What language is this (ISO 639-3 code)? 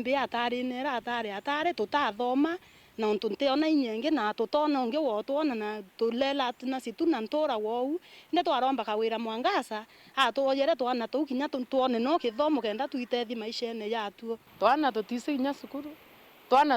mer